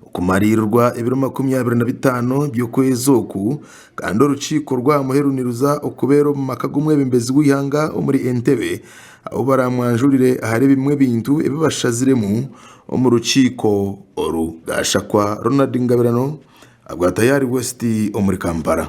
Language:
Nyankole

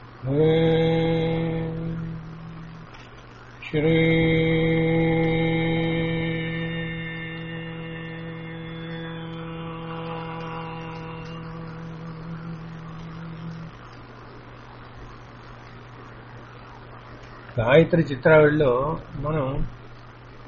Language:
Telugu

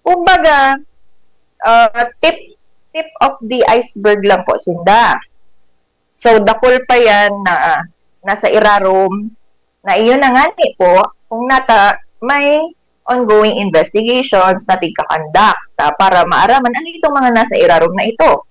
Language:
Bikol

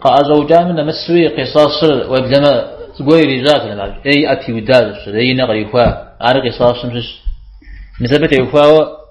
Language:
Kabardian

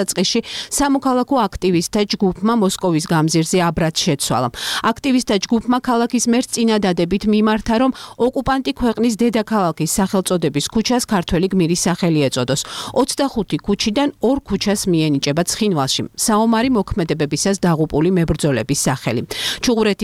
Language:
Georgian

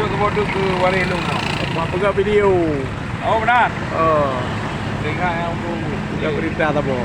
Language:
Achinese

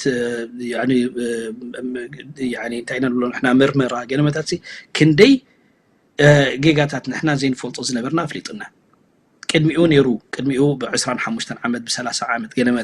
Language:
Tigrinya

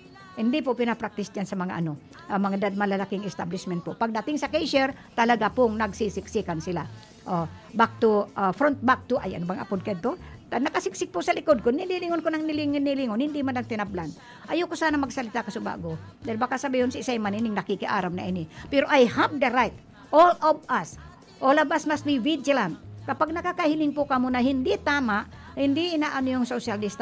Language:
Bikol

